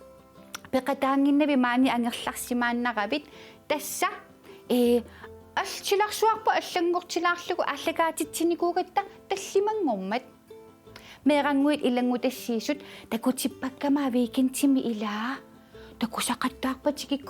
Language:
Kalaallisut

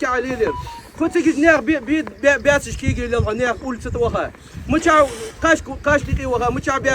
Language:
Ingush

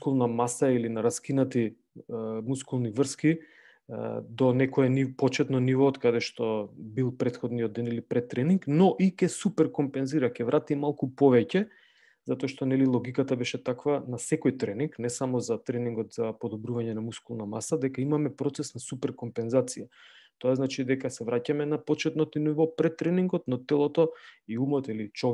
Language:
Macedonian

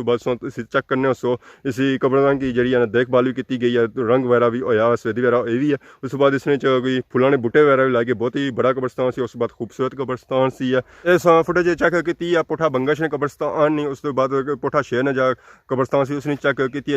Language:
Pahari-Potwari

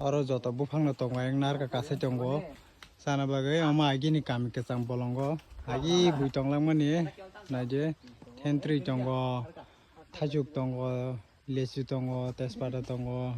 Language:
Kok Borok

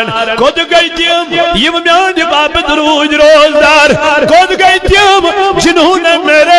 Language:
Kashmiri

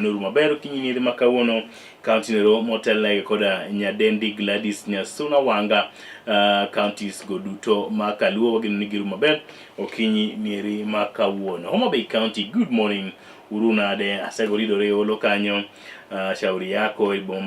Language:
Luo (Kenya and Tanzania)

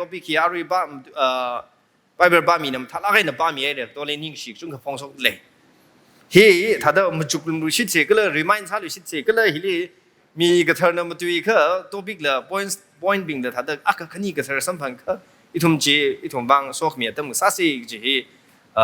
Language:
Tangkhul Naga (India)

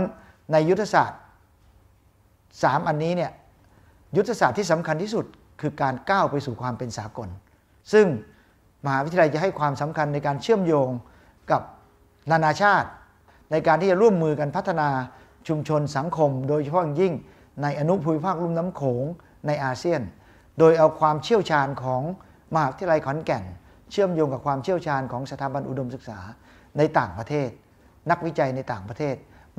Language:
Thai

